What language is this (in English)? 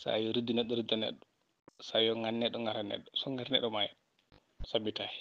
Fula